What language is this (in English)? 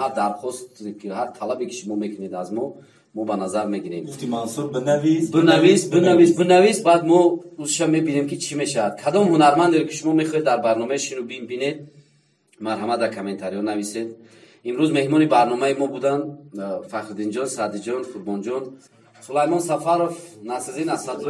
Tajik